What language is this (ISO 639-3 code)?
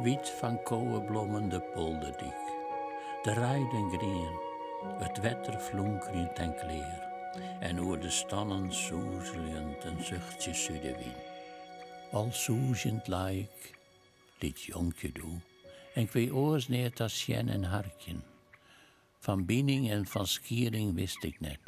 fry